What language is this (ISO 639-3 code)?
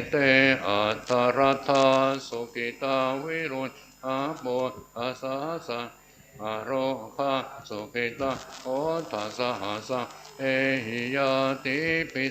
pli